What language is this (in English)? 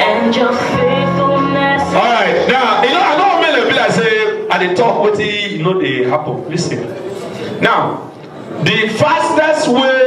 Nigerian Pidgin